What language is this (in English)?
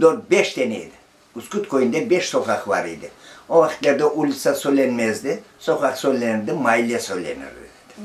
Crimean Tatar